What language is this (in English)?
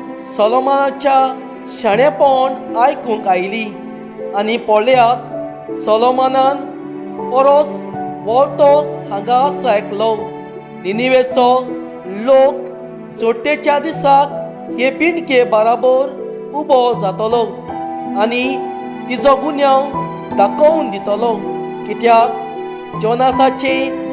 Konkani